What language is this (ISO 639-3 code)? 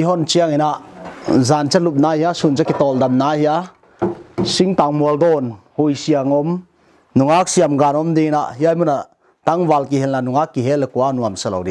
pck